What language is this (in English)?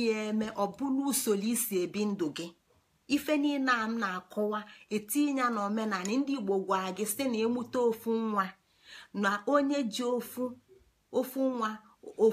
Igbo